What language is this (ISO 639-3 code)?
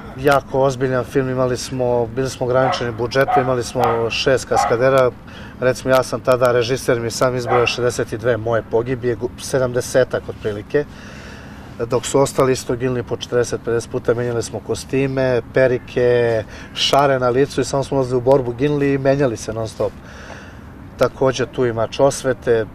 srp